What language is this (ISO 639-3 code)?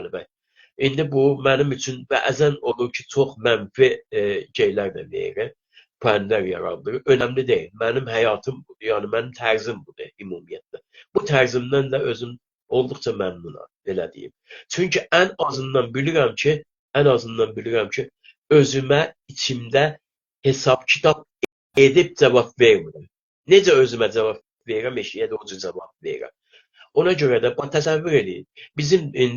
azb